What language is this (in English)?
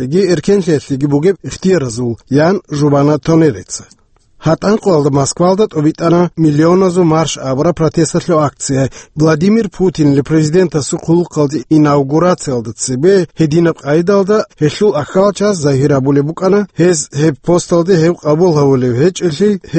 Avaric